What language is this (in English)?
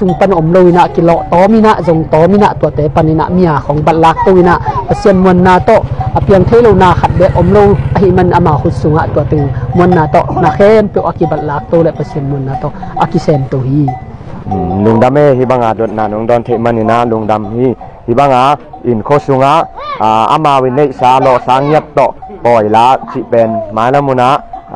Tedim Chin